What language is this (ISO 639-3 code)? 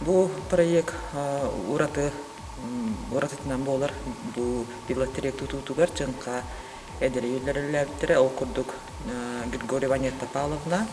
sah